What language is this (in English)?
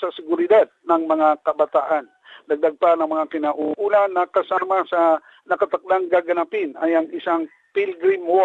Filipino